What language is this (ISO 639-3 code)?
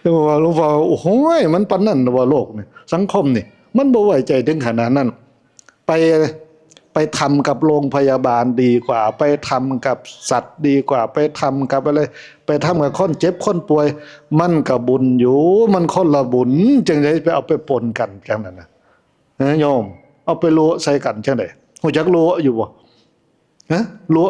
tts